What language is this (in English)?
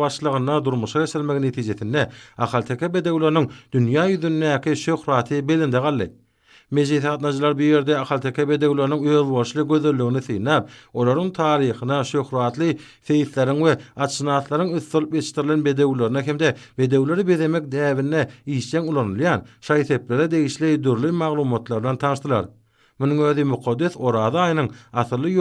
Turkmen